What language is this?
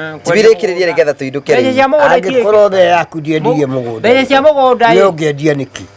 Kikuyu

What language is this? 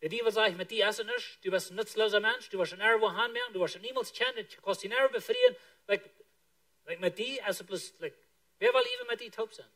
Plautdietsch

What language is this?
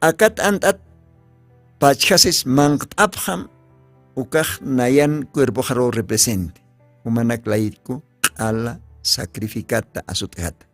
Aymara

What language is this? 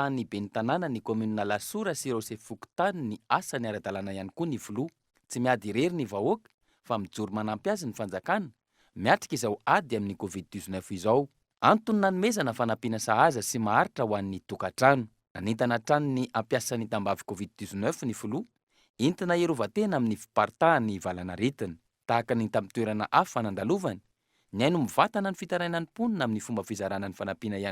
Malagasy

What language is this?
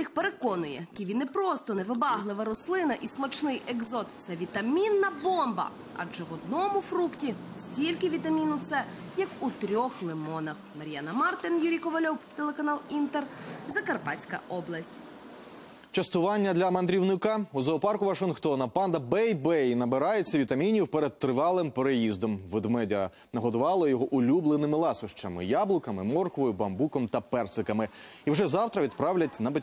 Ukrainian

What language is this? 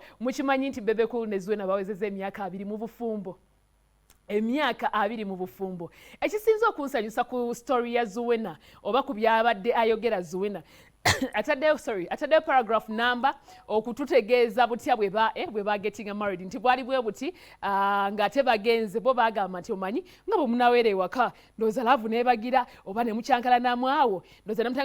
Ganda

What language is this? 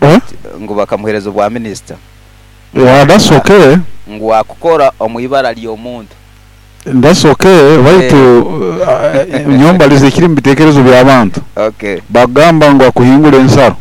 Nyoro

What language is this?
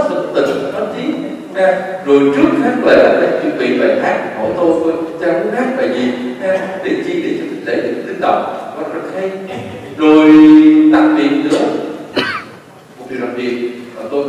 Vietnamese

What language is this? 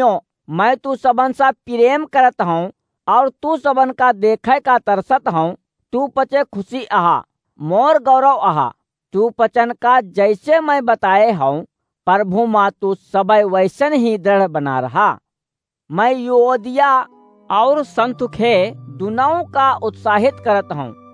Awadhi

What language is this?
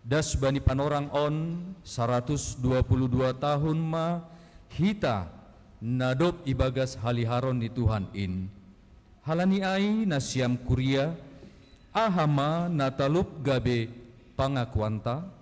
Batak Simalungun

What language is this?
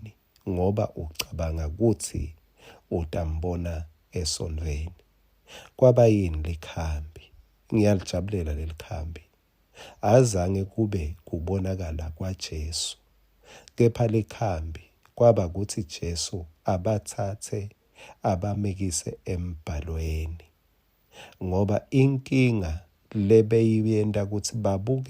Swati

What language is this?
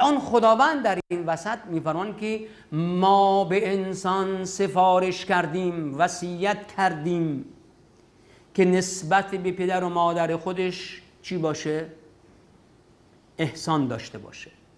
Persian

